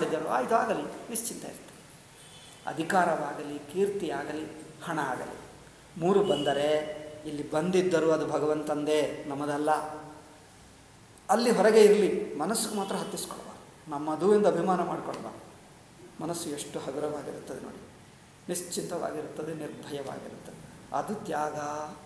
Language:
Kannada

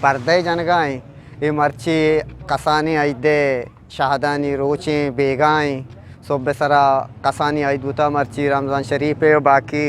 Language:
Eastern Balochi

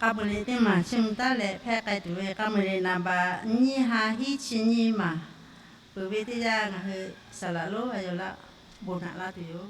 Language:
Lahu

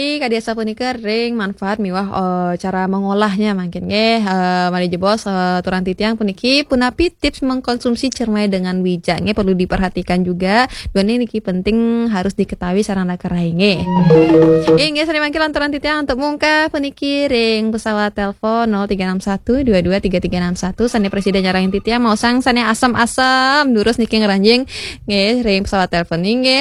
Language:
Balinese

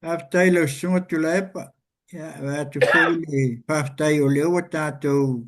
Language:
Samoan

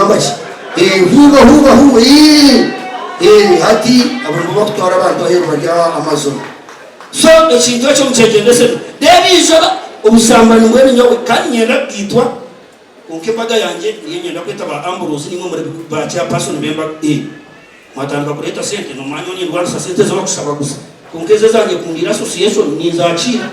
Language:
Nyankole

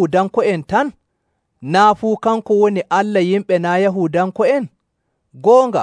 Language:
Nigerian Fulfulde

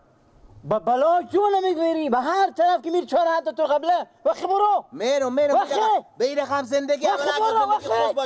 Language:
Persian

